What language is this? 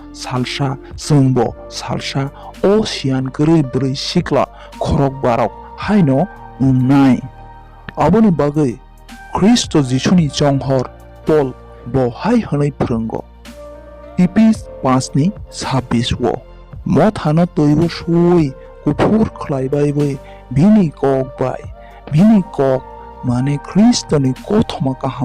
Kok Borok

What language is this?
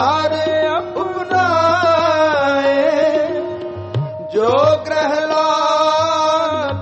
Punjabi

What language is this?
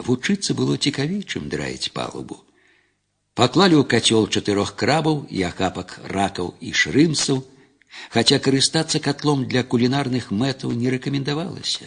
Belarusian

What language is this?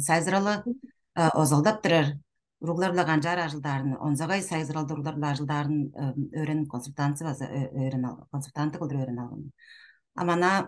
Tuvinian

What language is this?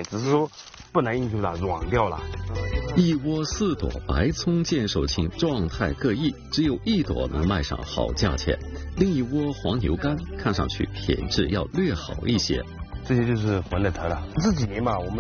Chinese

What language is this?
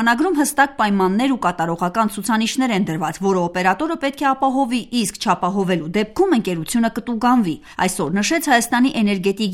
Armenian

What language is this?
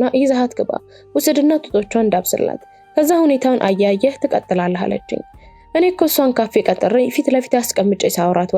Amharic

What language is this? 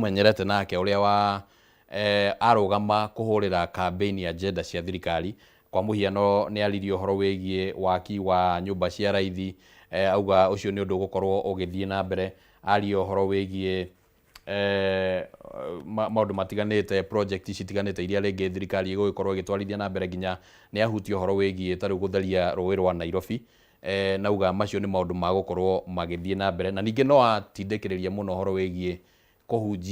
Kikuyu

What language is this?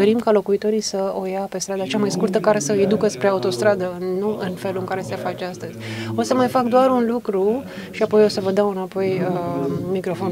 Romanian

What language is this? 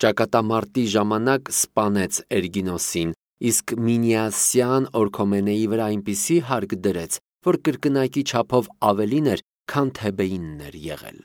Armenian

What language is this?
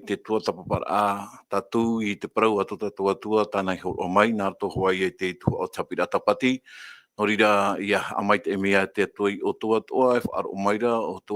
Tahitian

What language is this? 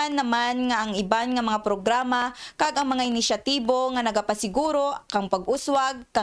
Kinaray-a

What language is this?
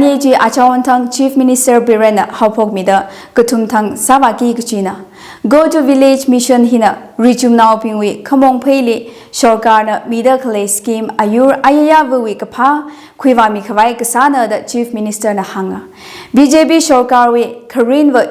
Tangkhul Naga (India)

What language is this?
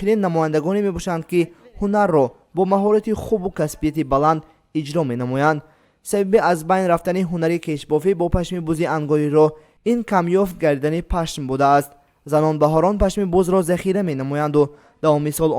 Tajik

